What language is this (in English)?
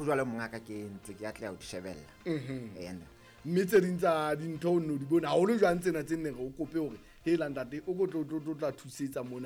Southern Sotho